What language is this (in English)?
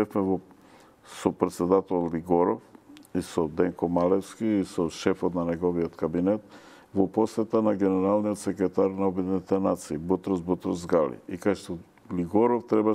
Macedonian